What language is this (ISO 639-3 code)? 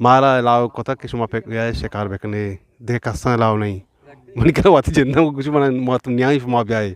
bgp